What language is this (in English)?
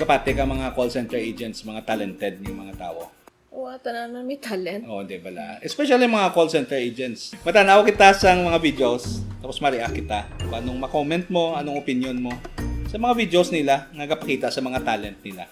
Hiligaynon